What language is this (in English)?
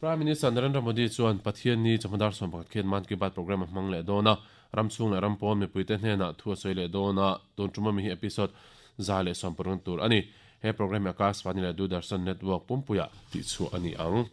Mizo